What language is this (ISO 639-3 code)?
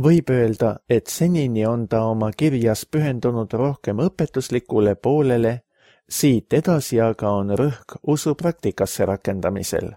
est